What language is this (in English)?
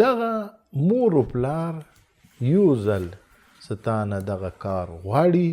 Pashto